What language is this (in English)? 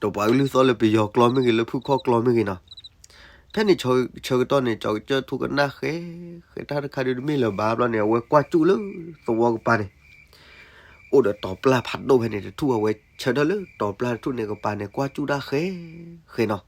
S'gaw Karen